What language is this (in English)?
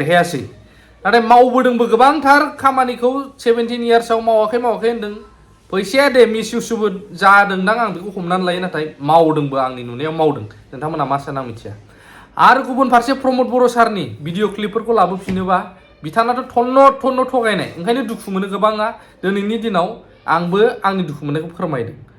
Bodo